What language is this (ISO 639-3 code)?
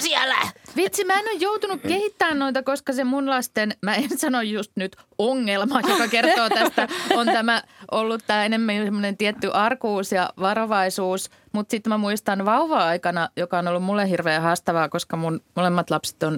fin